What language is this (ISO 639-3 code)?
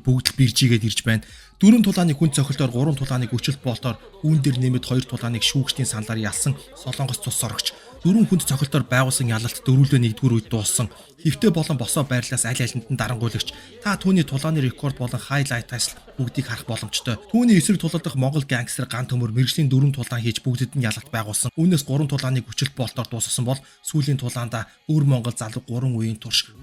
mon